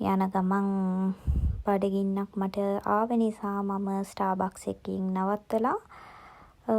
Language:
Sinhala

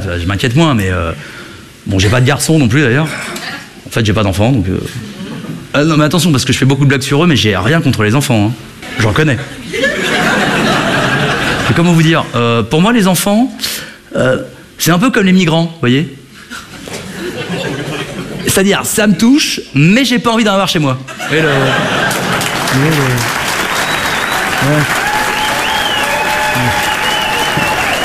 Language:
French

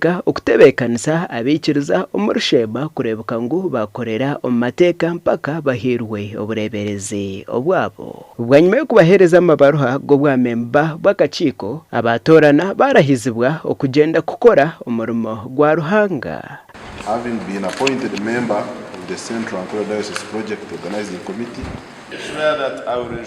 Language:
Nyankole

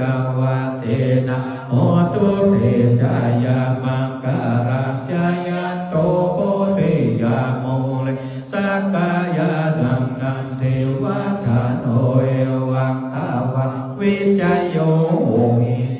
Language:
Pali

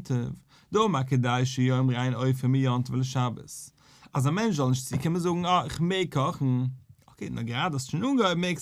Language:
Yiddish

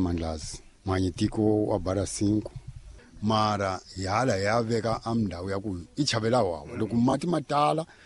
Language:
Tsonga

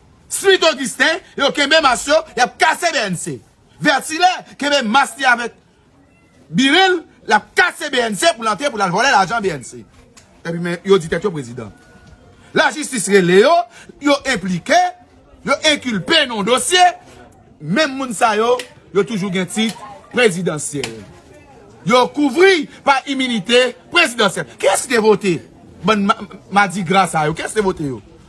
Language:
Haitian Creole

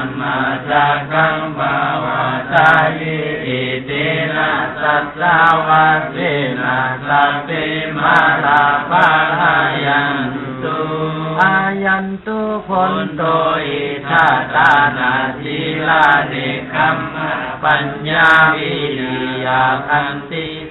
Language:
Pali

